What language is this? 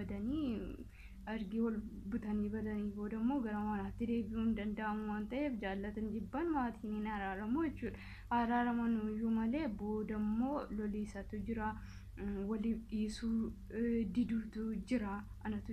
Oromo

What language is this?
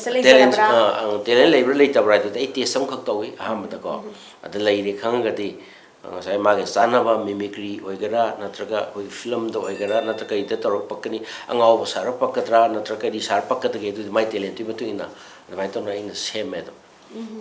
Manipuri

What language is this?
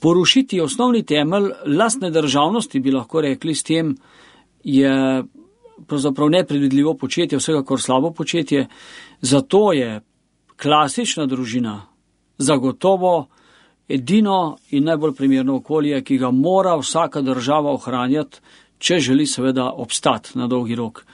Slovenian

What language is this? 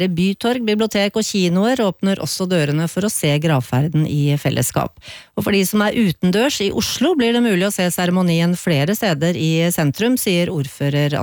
Norwegian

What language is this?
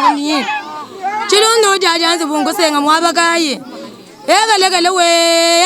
Luba-Lulua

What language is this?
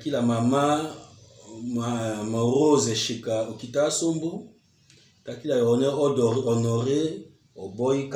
Tetela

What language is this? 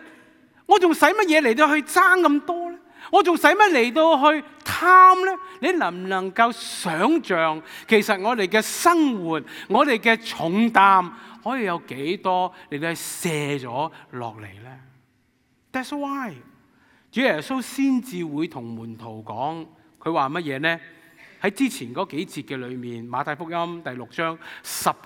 Cantonese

